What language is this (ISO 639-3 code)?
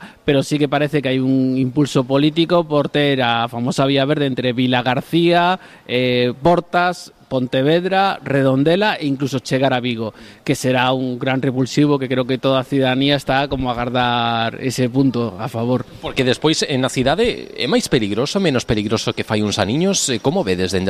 glg